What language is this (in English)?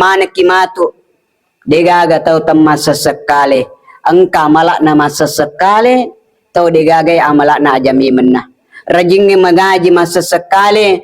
Buginese